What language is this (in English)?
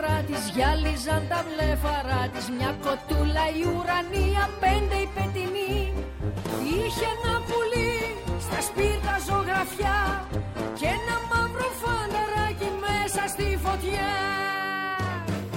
Greek